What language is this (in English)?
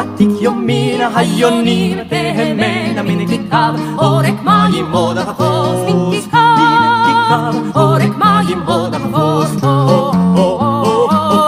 Hebrew